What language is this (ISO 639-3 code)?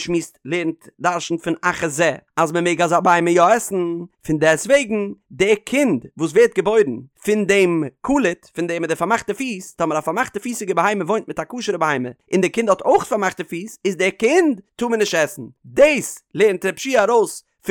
yid